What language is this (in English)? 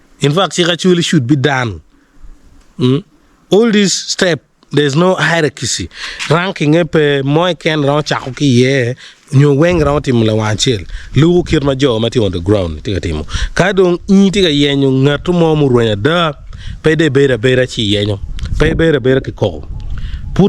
Acoli